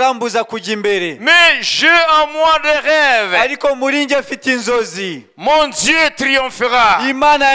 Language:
Kinyarwanda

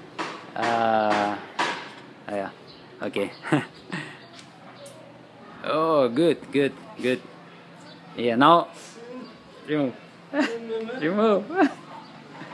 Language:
Russian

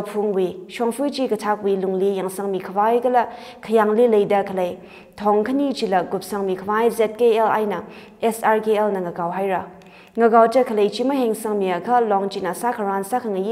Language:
Tangkhul Naga (India)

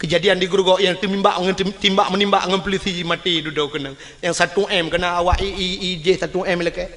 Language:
Achinese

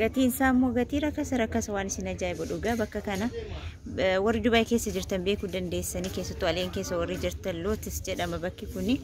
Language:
Oromo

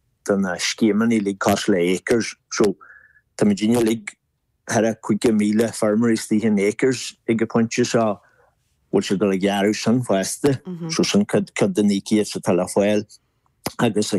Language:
Irish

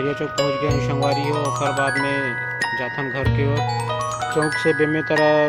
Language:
Chhattisgarhi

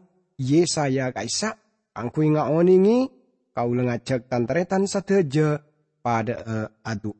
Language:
Madurese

